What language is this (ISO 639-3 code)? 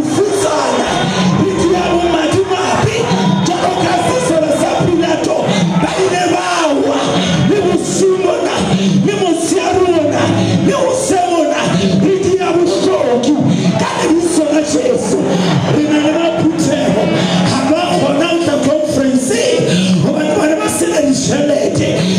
sot